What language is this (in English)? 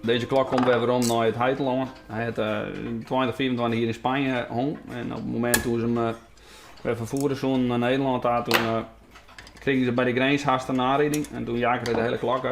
Western Frisian